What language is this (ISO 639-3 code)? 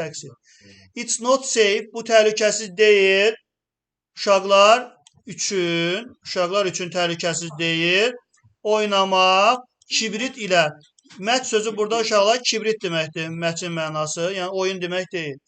aze